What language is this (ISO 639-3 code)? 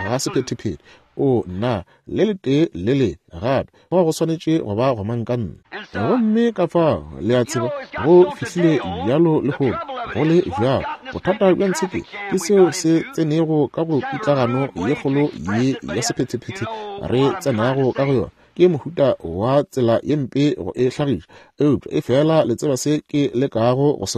nso